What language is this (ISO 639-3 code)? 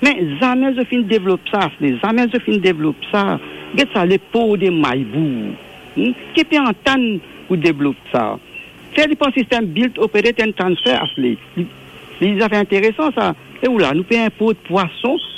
mfe